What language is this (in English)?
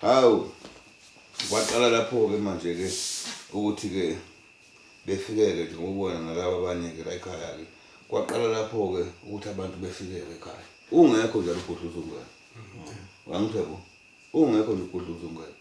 Zulu